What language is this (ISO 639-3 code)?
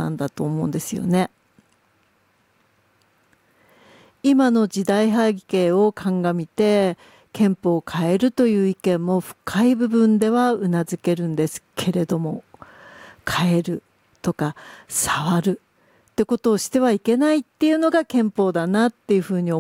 jpn